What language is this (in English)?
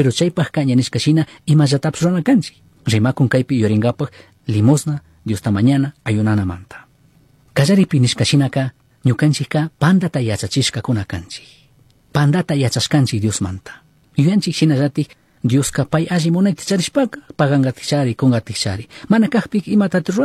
Chimborazo Highland Quichua